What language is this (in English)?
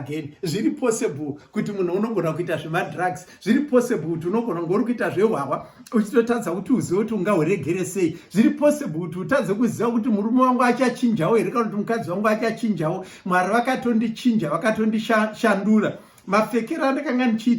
Shona